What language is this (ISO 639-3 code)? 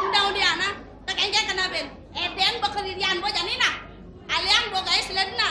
ban